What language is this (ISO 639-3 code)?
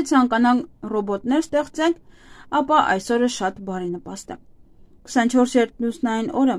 hye